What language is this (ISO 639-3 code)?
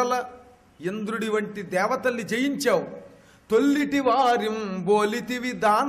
tel